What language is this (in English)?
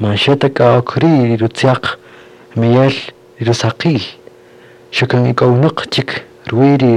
Kaqchikel